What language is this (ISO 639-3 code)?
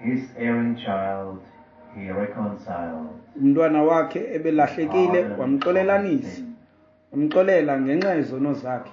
xho